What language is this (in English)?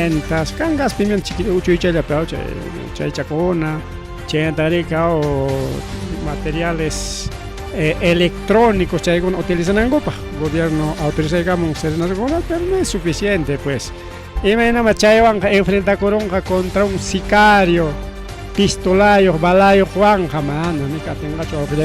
Ayacucho Quechua